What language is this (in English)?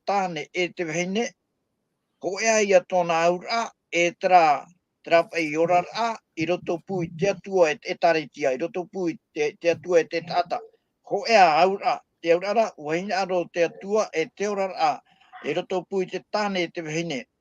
Tahitian